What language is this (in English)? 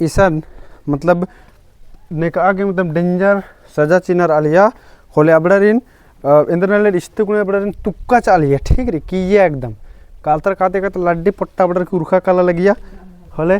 Kurukh